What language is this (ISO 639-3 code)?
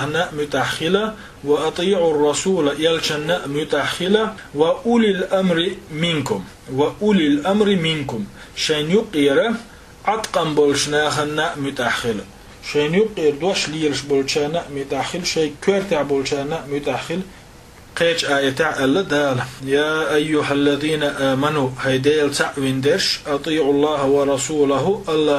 che